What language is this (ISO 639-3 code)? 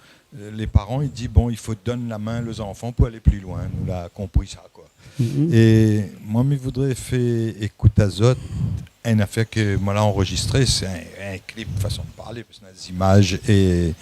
rcf